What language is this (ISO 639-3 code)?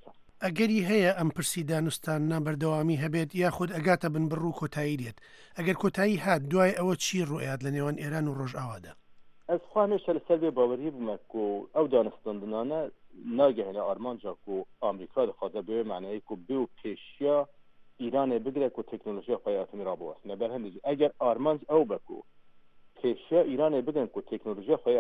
ckb